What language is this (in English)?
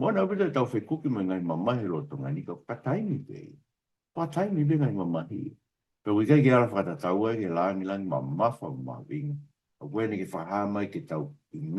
Tongan